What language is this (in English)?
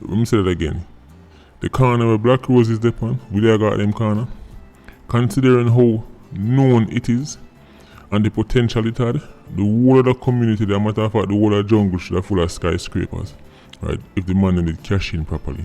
Jamaican Creole English